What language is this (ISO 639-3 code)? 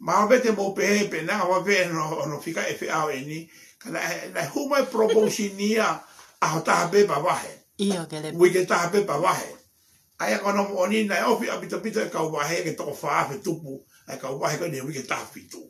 ton